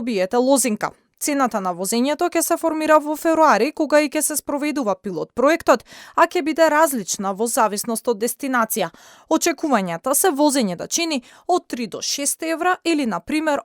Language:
Macedonian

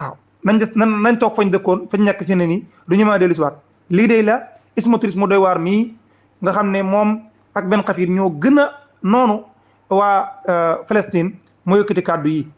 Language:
Wolof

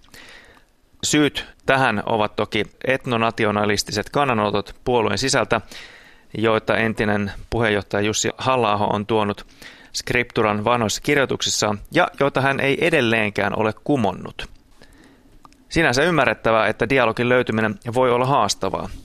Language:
Finnish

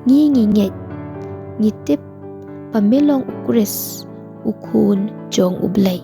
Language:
Khasi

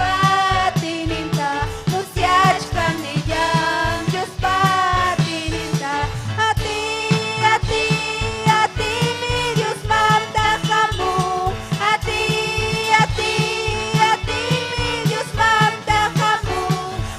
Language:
Ayacucho Quechua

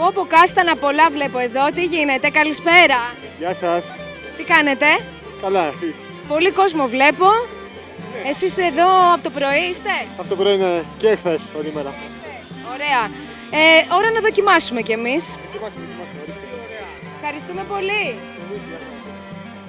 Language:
Greek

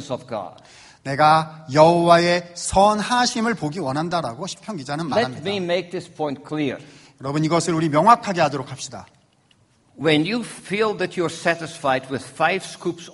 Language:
Korean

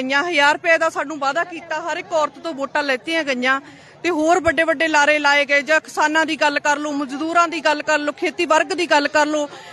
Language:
Punjabi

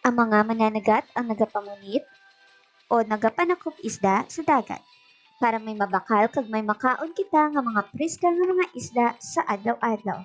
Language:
Hiligaynon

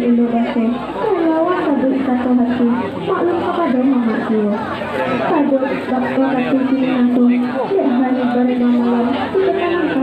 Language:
Minangkabau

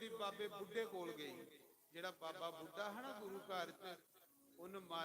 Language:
Dogri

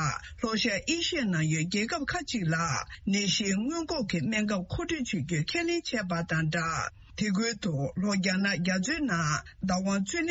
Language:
Tibetan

